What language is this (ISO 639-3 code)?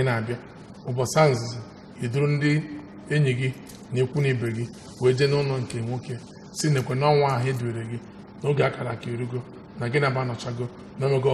ibo